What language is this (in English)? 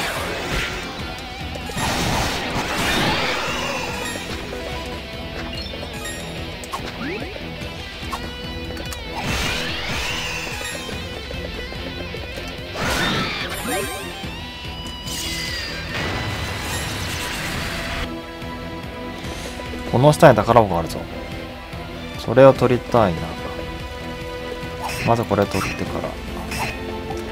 Japanese